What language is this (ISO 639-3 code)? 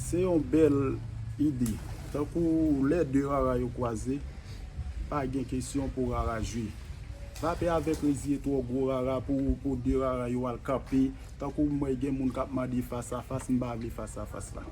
hat